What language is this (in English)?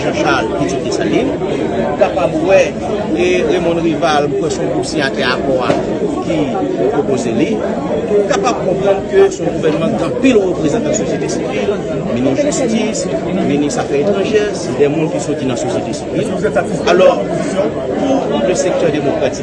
Haitian Creole